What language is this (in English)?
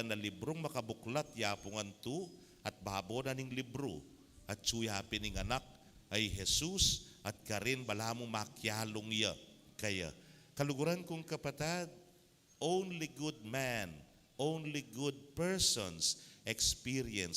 Pampanga